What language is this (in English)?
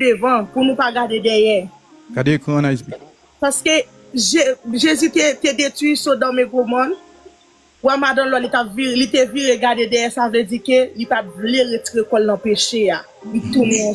Haitian Creole